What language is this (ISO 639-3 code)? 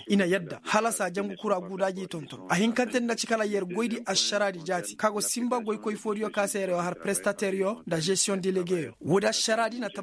ses